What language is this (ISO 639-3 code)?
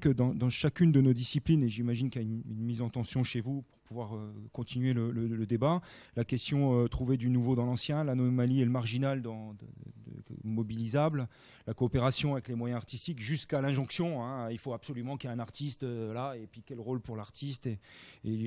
fra